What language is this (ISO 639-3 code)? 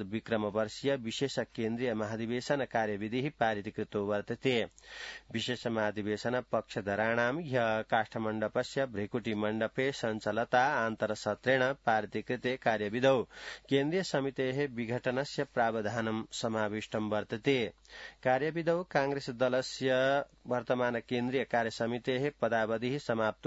san